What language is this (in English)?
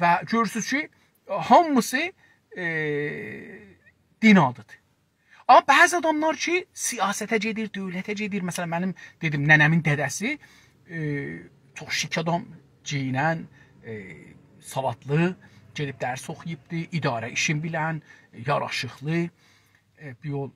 South Azerbaijani